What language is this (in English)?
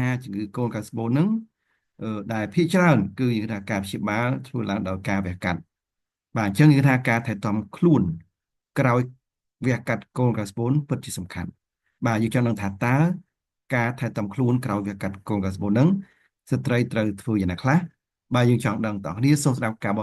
Khmer